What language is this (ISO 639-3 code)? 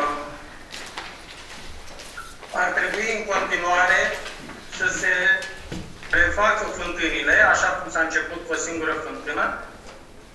ron